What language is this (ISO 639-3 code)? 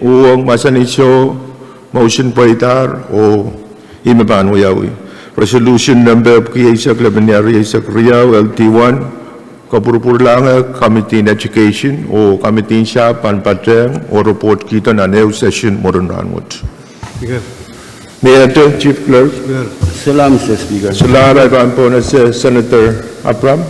pon